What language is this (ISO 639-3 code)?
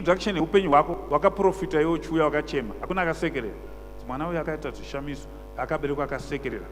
sna